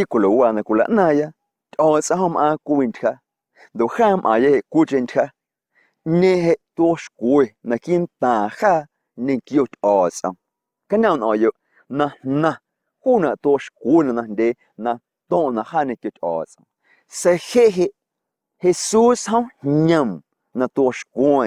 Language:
Guerrero Amuzgo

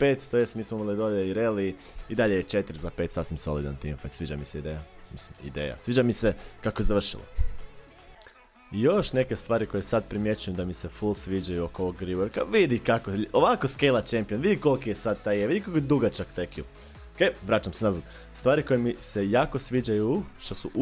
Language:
Croatian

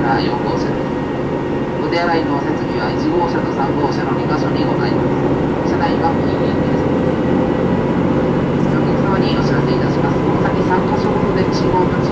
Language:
Japanese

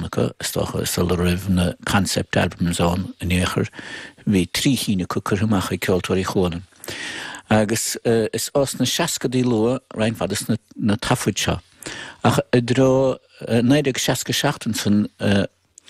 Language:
Irish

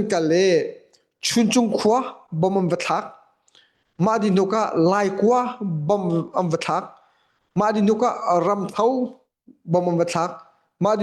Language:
Hakha Chin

